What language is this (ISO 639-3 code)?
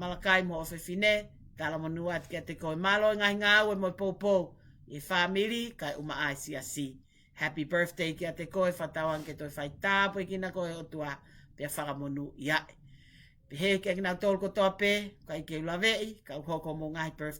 ton